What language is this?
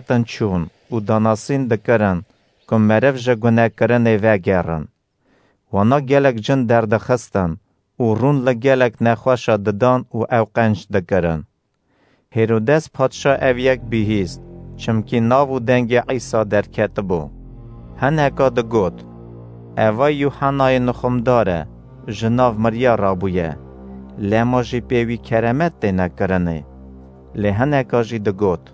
Kurdish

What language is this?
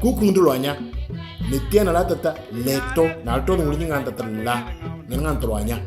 Moro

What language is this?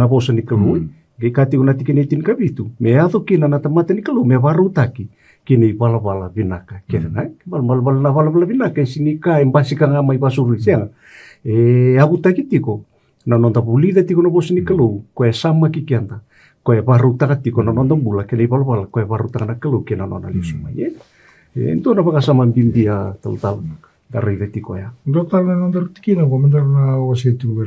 Fijian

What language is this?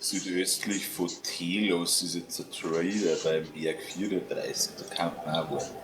Bavarian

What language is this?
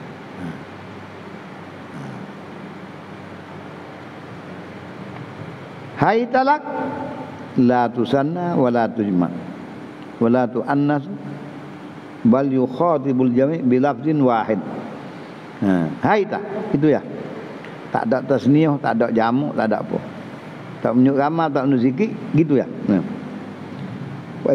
Malay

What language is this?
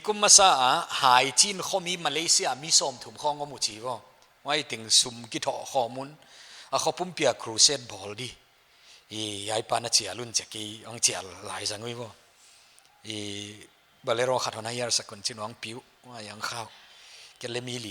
Paite Chin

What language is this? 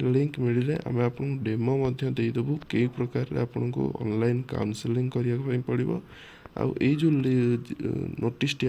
Odia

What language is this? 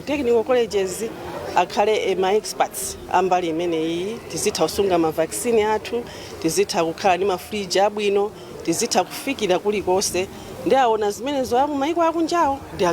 Nyanja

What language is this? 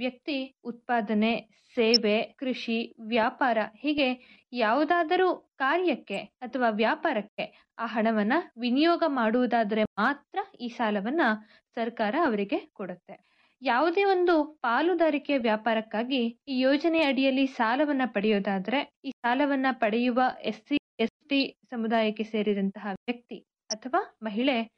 Kannada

